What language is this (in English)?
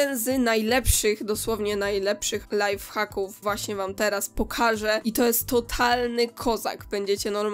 Polish